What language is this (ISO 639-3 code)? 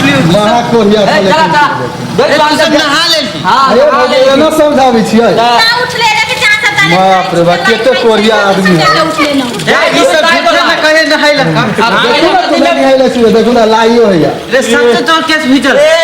mai